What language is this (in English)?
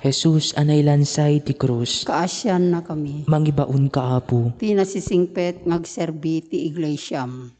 Iloko